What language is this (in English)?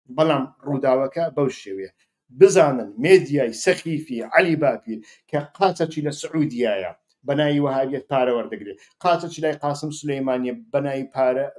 Central Kurdish